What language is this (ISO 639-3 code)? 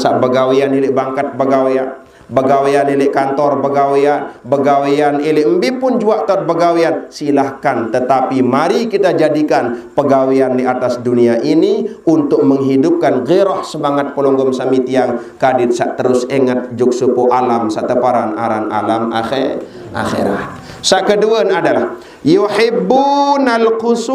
sas